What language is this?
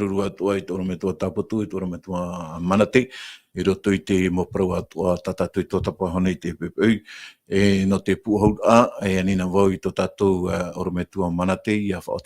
Tahitian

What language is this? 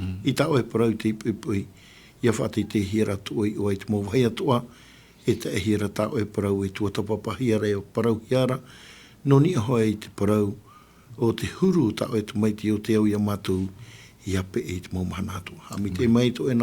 Tahitian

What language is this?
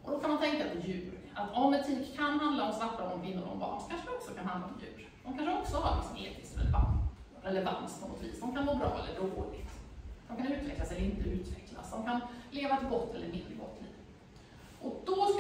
Swedish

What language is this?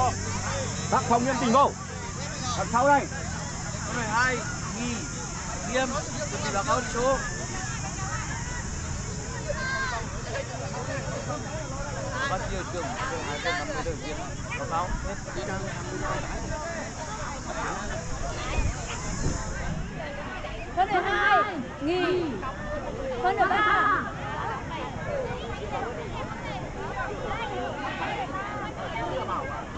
Vietnamese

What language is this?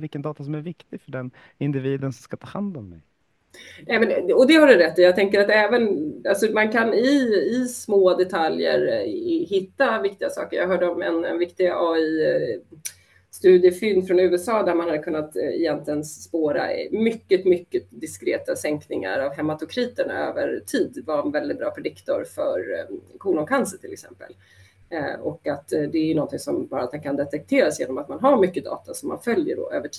Swedish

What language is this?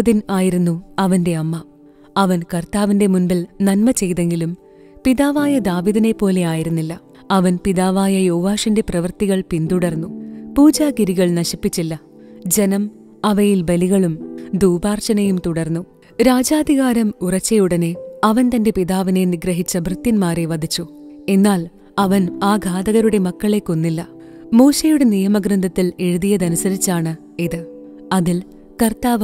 Malayalam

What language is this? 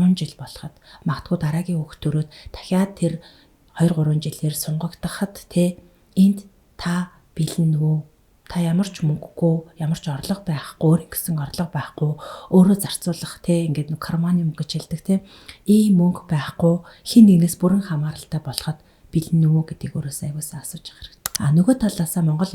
Mongolian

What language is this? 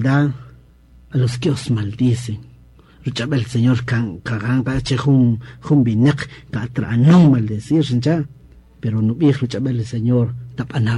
Kaqchikel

